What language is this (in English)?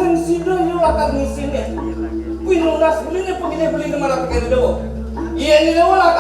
Balinese